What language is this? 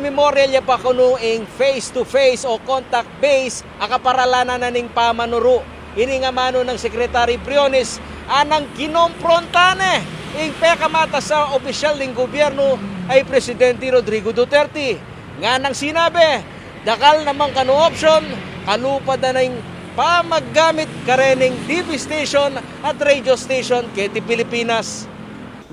Pampanga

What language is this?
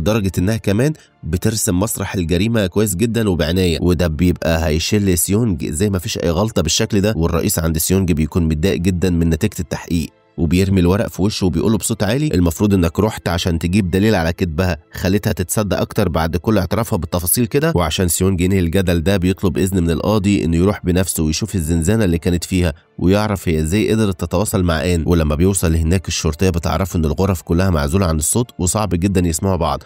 Egyptian Arabic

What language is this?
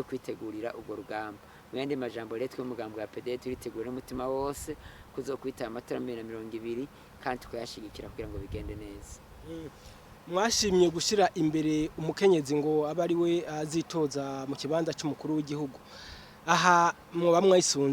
Rundi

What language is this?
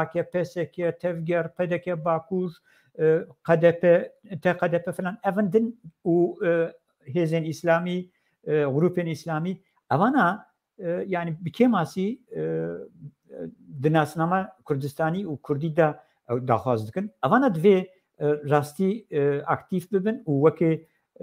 Kurdish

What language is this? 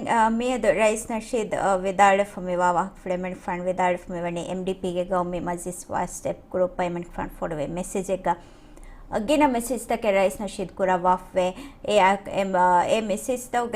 Divehi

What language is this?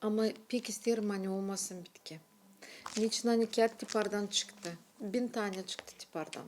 Gagauz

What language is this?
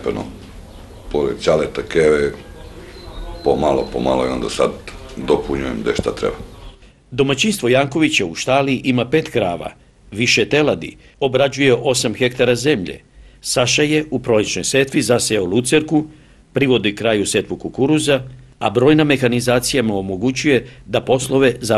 Serbian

